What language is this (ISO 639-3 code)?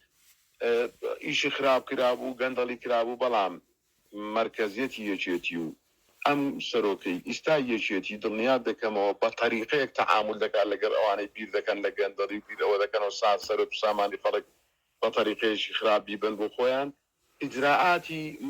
ckb